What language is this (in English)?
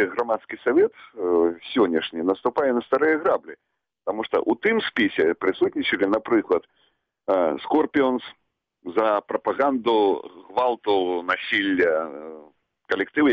Belarusian